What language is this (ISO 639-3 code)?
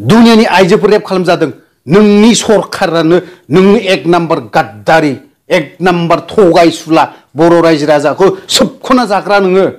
brx